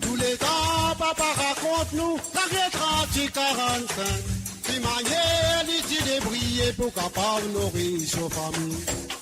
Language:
Morisyen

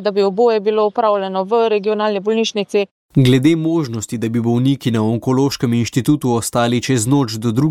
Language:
Slovenian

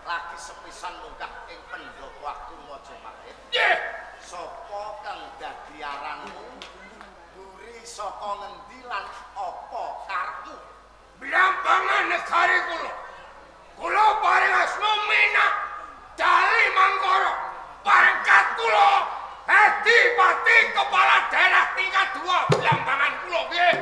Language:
Javanese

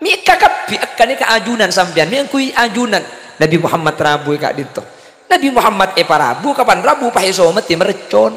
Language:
Madurese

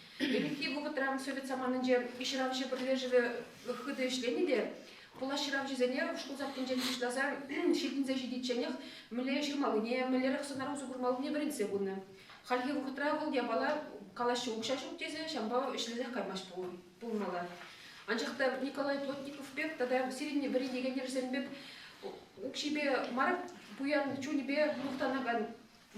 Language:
Chuvash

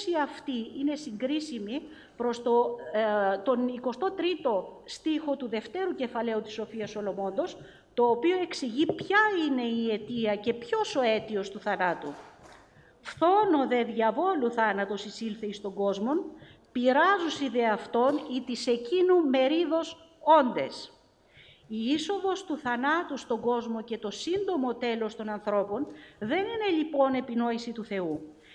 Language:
Greek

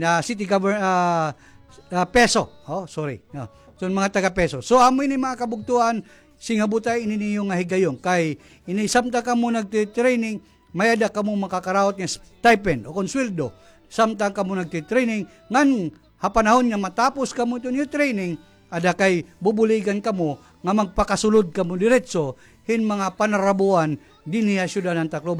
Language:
Waray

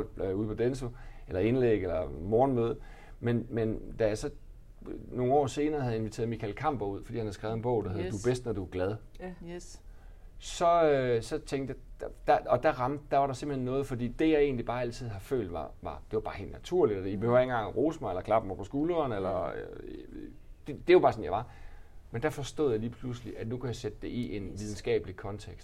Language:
Danish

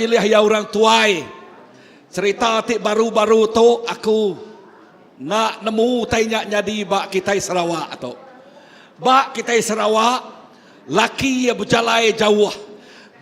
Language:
Iban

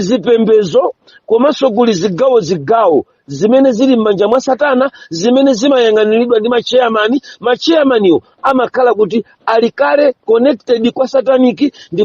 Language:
Nyanja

